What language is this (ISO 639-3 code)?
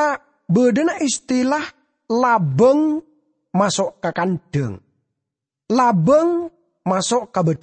mad